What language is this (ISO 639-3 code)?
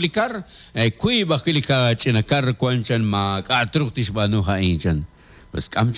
kek